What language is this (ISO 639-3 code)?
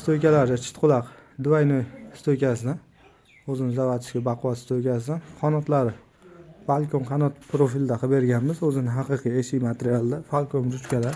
uzb